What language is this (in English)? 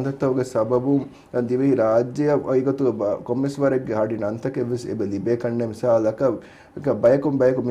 Divehi